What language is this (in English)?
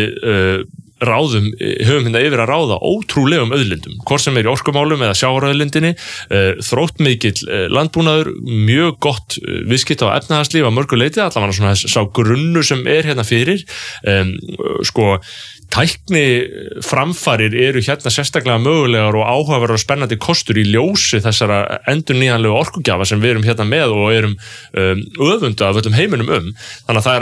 Icelandic